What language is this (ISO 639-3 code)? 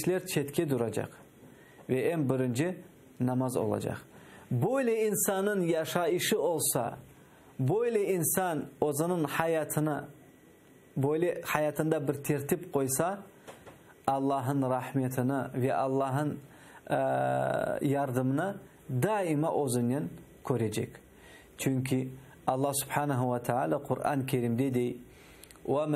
crh